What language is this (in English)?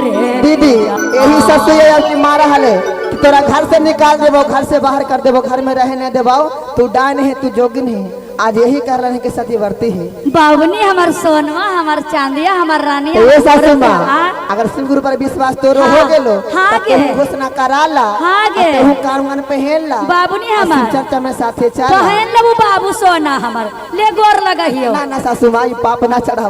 Magahi